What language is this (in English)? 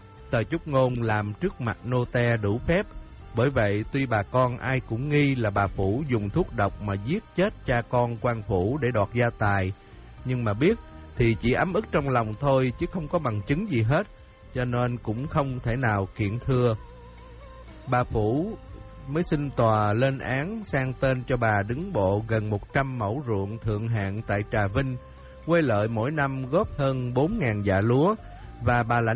Vietnamese